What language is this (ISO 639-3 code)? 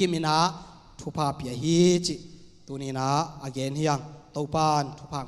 ctd